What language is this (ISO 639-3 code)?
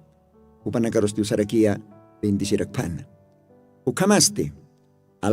aym